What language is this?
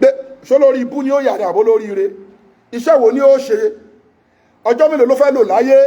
Yoruba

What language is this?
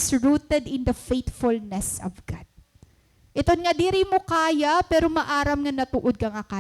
Waray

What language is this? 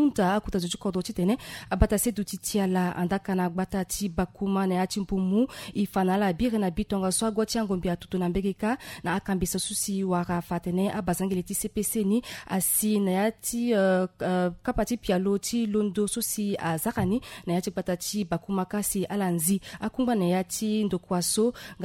Sango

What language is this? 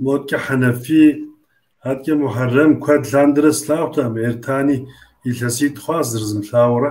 Kabardian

